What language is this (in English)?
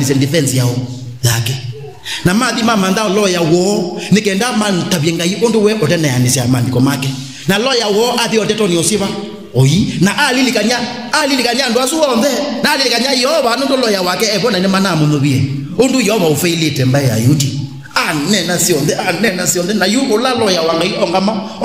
Kamba